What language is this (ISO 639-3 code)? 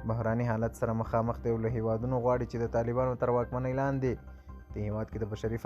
pus